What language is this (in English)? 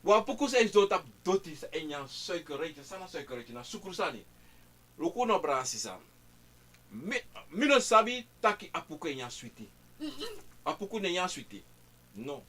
Sranan Tongo